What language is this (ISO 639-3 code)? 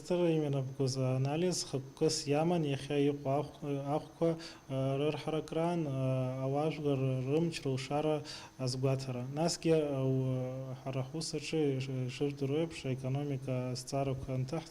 abk